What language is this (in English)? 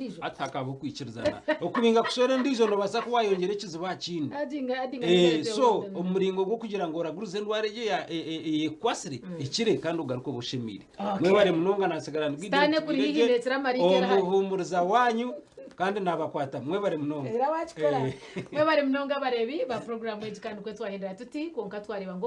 Nyankole